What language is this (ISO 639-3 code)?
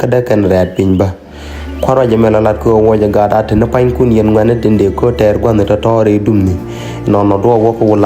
nus